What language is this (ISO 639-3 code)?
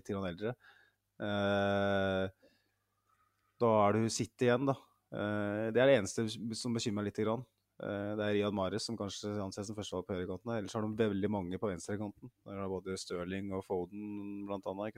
nor